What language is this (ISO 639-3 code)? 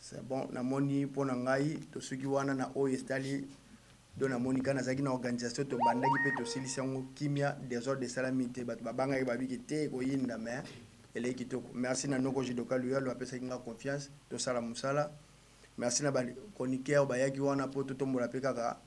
lin